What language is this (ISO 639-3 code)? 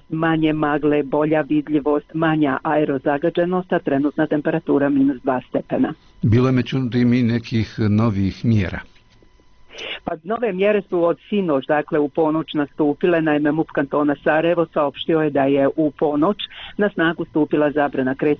bos